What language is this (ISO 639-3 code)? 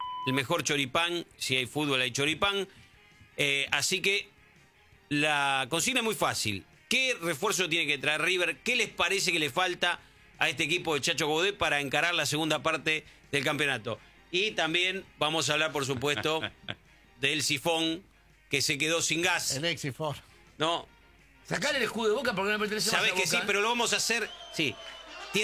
spa